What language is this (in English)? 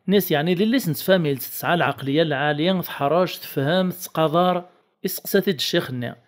Kabyle